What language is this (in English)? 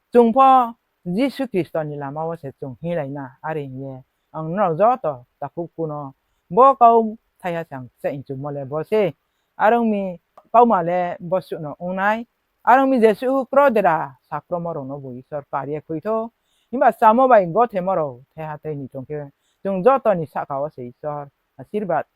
Riang (India)